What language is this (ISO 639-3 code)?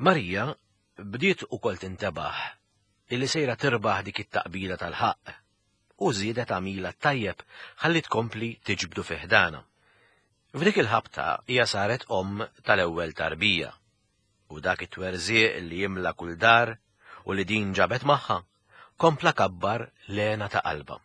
mlt